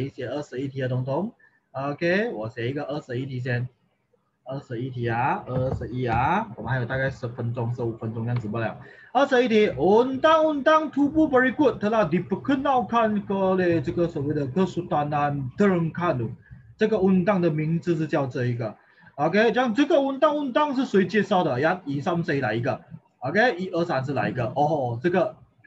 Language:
Chinese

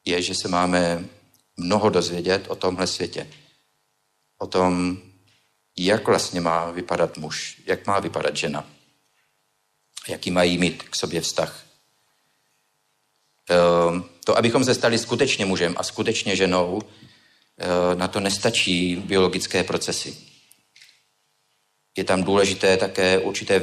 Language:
Czech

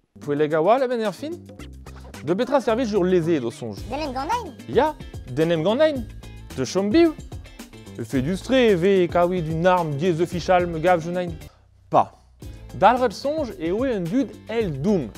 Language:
Breton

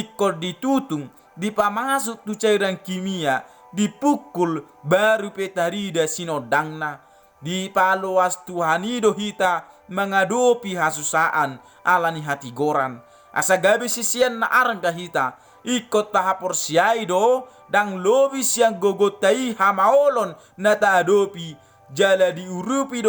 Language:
Batak Toba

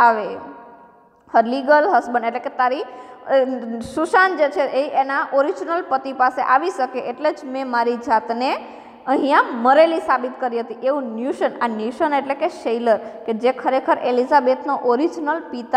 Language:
Gujarati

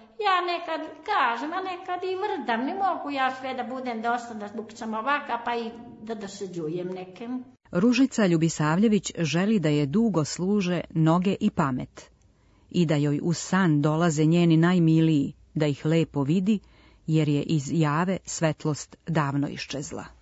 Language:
Serbian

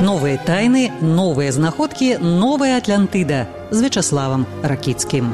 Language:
Belarusian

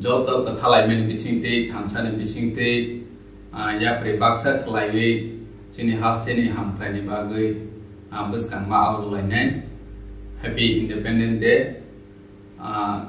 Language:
Kok Borok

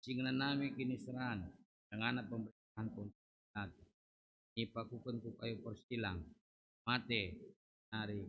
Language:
Batak Karo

